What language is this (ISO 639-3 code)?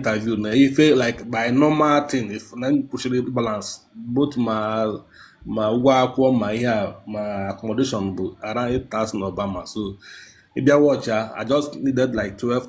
ibo